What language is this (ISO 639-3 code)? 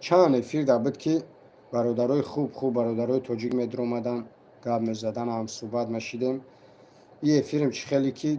tgk